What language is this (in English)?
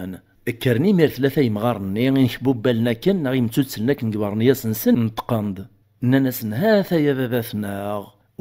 Kabyle